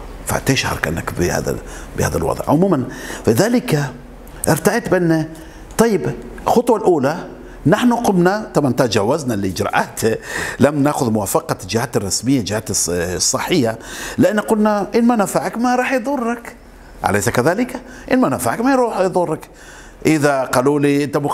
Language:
Arabic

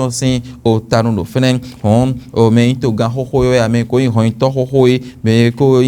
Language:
Fon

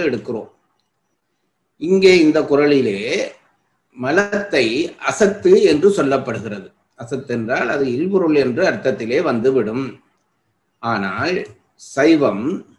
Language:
Tamil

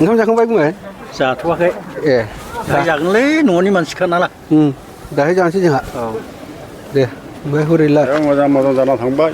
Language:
Bodo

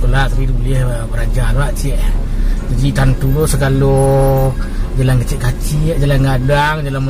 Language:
Minangkabau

